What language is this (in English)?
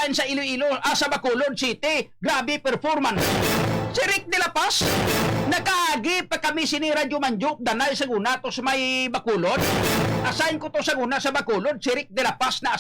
Hiligaynon